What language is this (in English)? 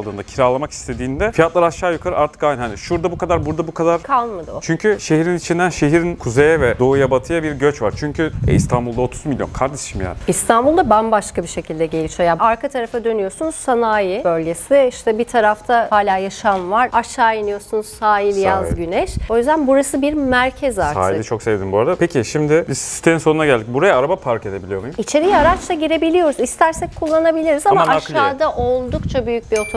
Turkish